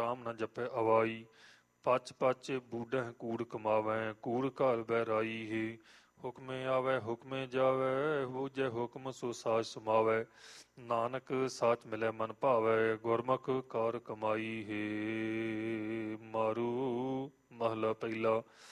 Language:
Punjabi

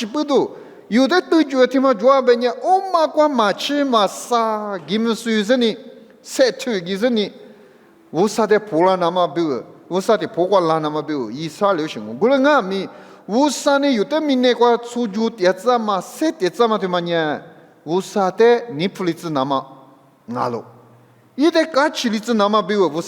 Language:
Lisu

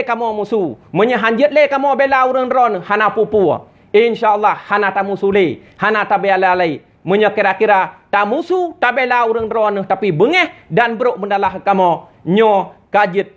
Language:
Achinese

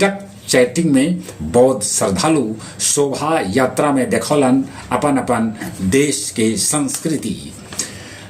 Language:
Magahi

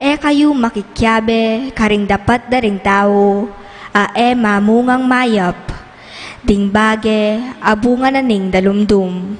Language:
Pampanga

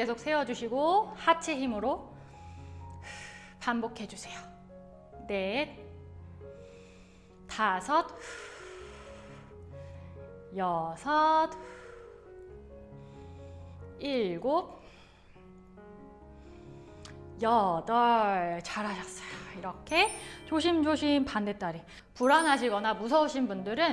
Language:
Korean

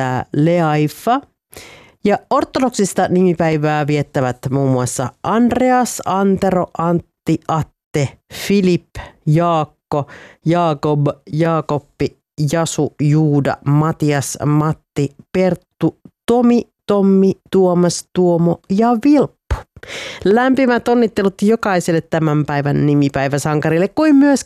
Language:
Finnish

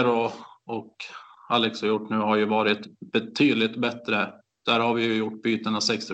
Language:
Swedish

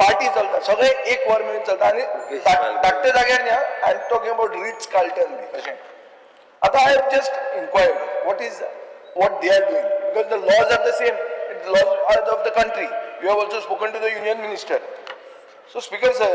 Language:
Konkani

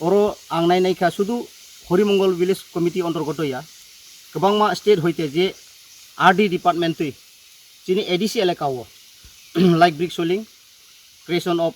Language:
Kok Borok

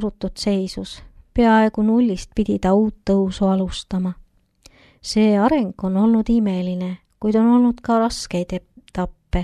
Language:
Estonian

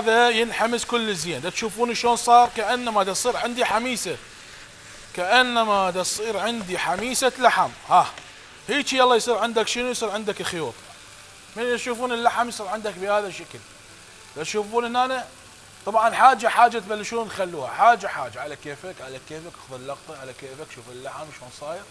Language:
Mesopotamian Arabic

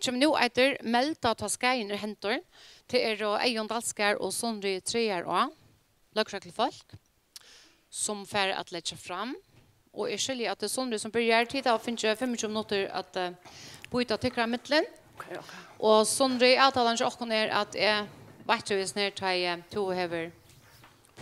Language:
Faroese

